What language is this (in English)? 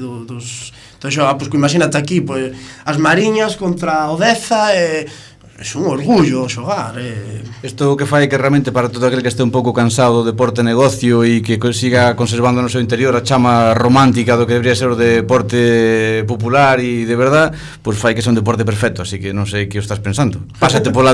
Galician